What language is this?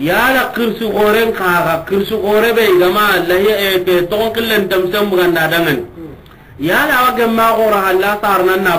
Soninke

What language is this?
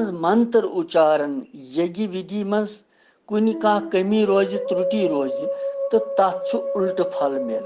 Kashmiri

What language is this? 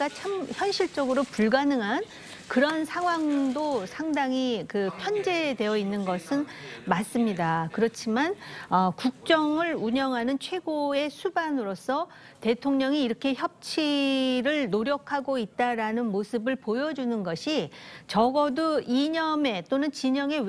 Korean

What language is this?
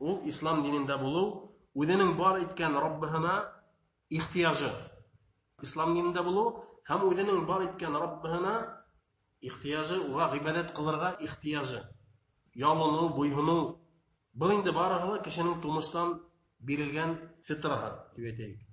Bashkir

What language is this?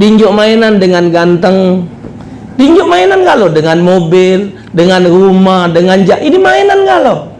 Musi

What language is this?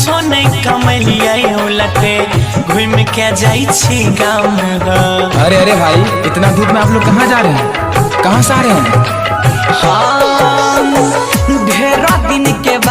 Maithili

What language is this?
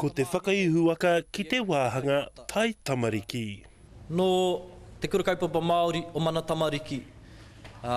Māori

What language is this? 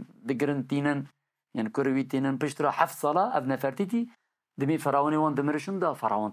Kurdish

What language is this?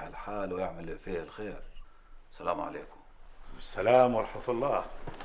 Egyptian Arabic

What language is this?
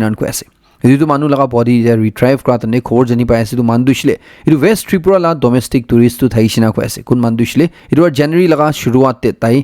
Naga Pidgin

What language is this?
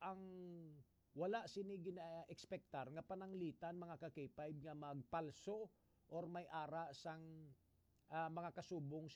Hiligaynon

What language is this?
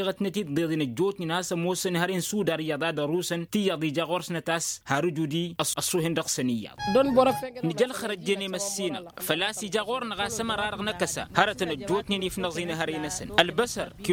Tamasheq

